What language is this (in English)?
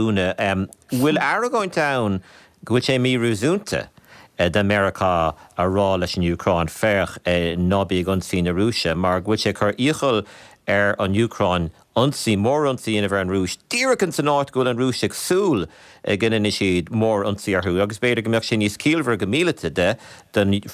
Irish